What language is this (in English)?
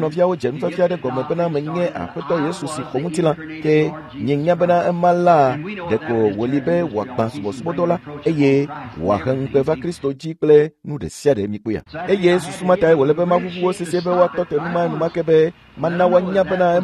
Ewe